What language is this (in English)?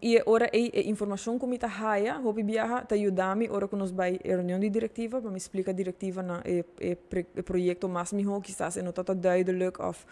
Papiamento